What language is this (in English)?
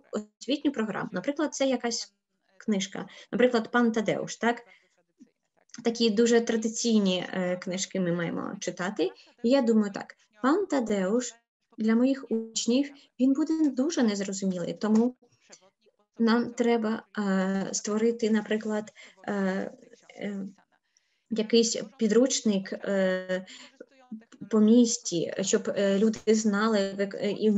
Ukrainian